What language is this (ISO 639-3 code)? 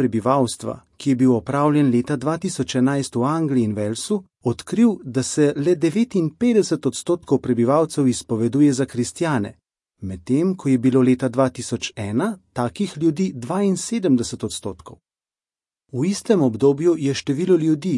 slv